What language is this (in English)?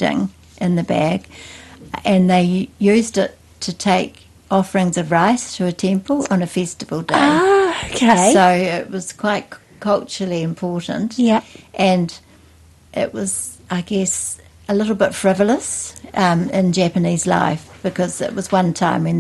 English